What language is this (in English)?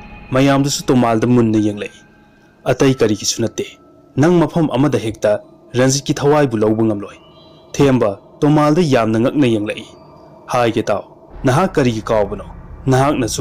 Manipuri